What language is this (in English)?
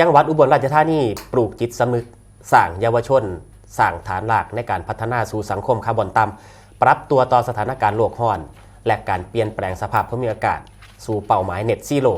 Lao